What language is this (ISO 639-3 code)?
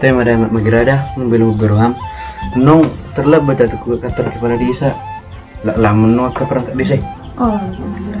bbc